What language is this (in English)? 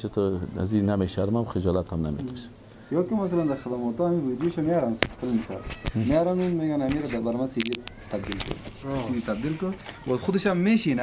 Persian